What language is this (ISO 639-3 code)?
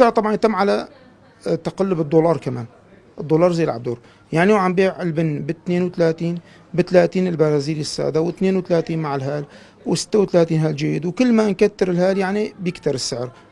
apc